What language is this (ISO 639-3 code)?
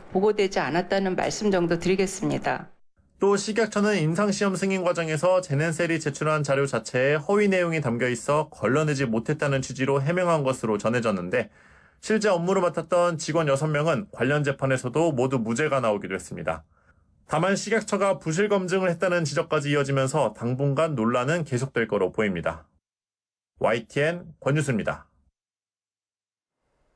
kor